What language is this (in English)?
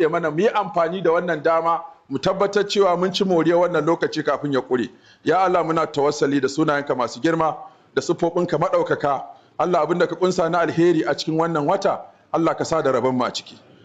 Hausa